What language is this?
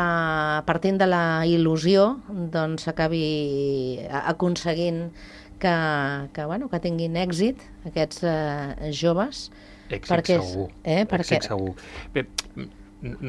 Catalan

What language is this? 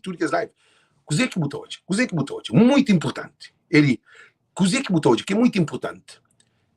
Kabuverdianu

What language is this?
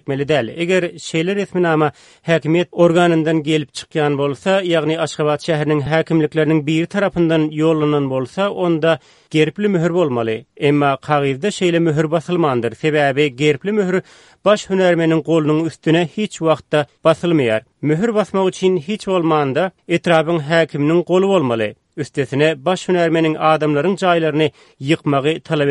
Turkmen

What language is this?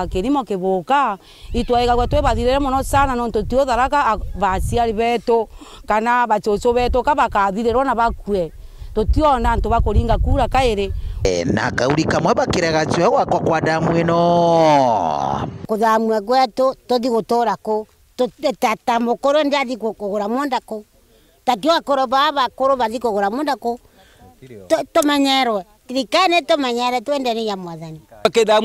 Meru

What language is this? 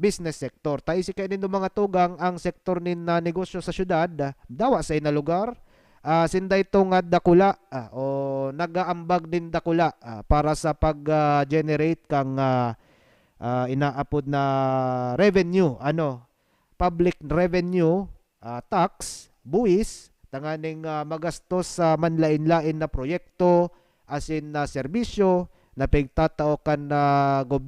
Bikol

